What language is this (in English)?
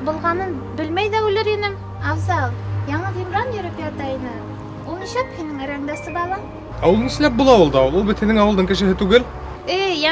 Bashkir